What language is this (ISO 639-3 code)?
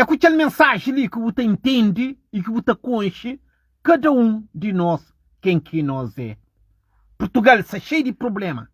kea